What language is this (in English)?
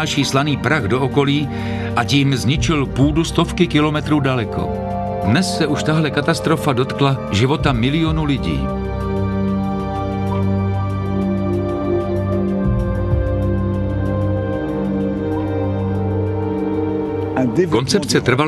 Czech